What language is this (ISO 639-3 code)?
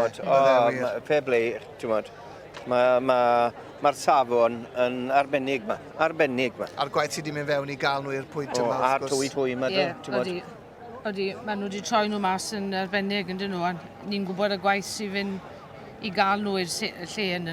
cym